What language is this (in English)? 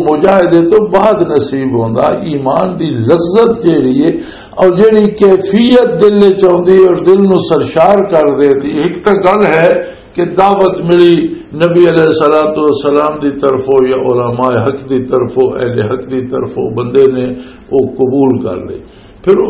Western Panjabi